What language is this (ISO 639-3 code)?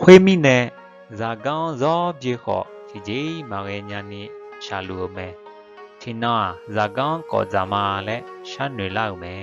ahk